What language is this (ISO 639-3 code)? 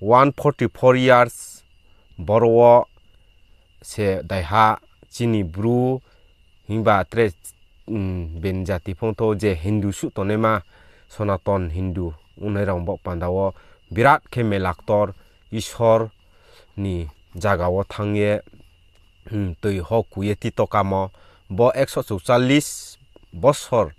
ria